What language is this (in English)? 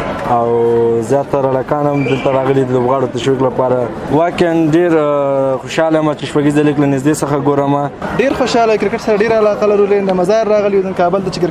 Pashto